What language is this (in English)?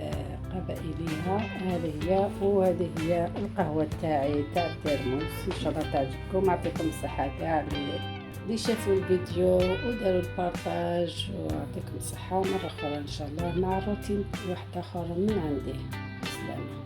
Algerian Arabic